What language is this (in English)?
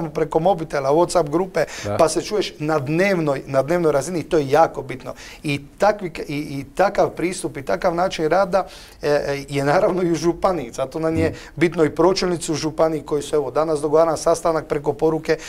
Croatian